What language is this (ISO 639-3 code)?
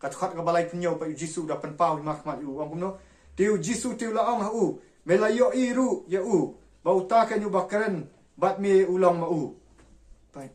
kha